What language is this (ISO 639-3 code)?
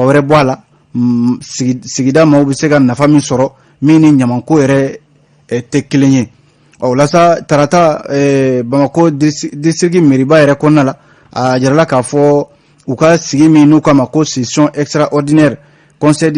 bam